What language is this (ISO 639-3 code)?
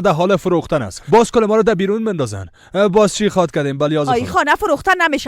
fas